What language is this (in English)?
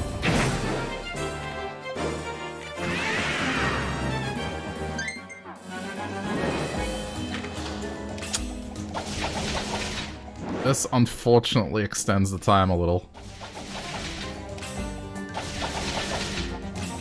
English